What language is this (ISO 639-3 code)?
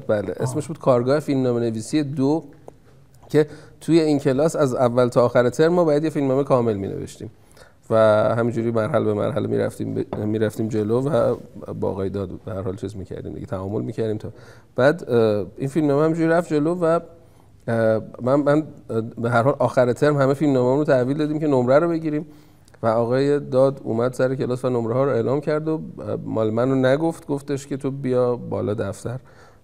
fas